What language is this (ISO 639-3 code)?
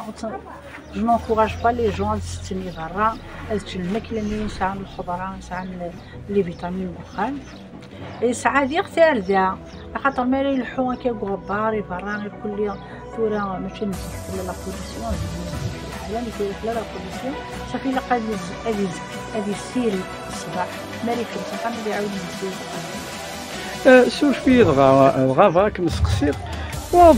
kab